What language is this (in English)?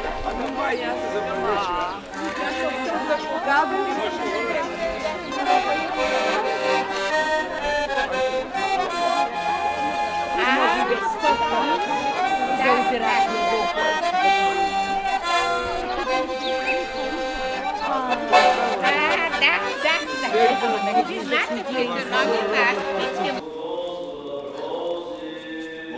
Bulgarian